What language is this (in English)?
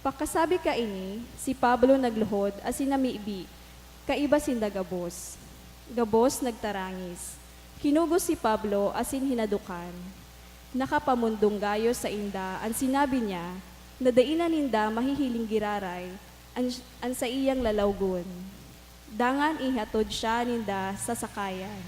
Bikol